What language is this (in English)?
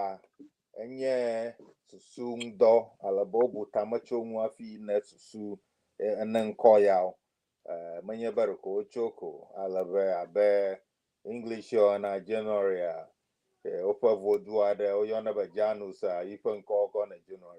Ewe